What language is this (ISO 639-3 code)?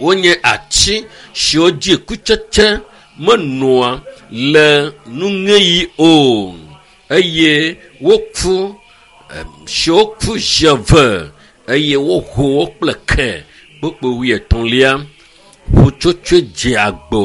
ewe